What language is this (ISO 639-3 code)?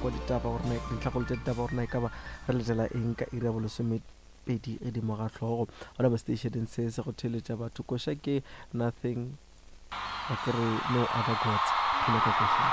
nso